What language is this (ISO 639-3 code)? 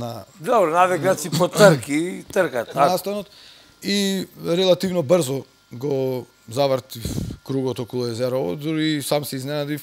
mkd